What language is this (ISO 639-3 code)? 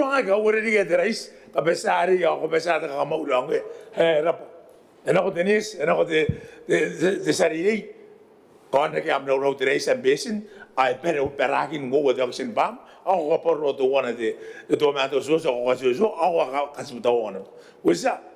gil